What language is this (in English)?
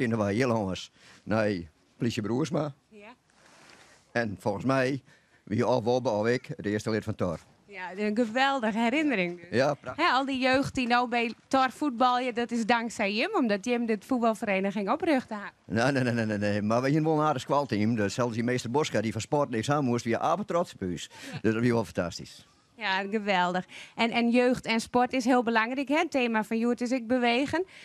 Western Frisian